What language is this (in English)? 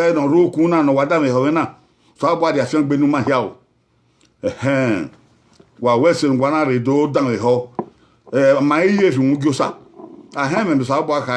Bini